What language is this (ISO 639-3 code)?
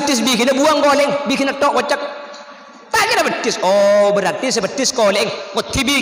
mad